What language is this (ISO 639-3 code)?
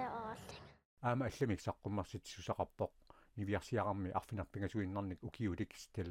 kal